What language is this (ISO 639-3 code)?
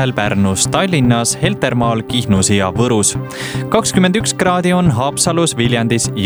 est